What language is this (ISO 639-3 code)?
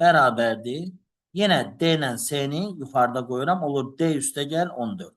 aze